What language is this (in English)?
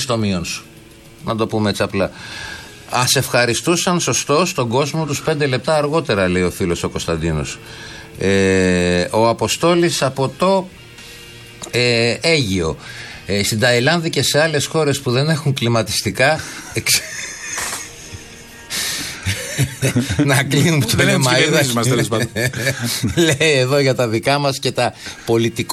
Greek